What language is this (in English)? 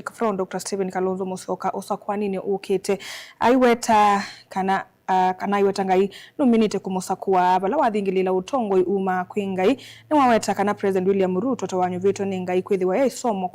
Kamba